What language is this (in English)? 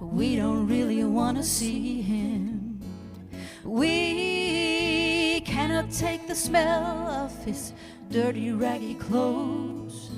Faroese